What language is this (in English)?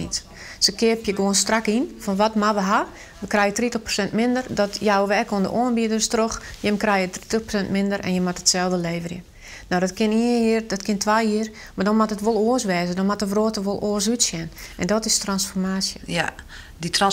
Western Frisian